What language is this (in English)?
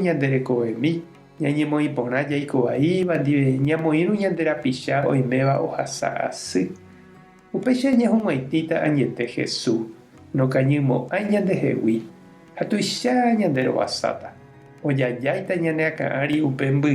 Guarani